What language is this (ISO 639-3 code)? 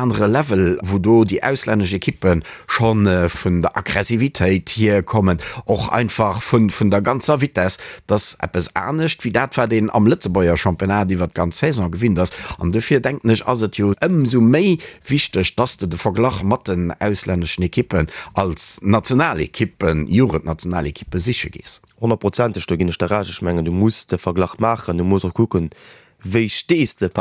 ltz